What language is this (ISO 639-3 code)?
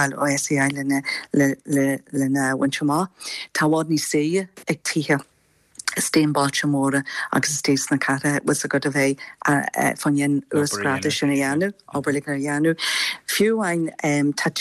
gle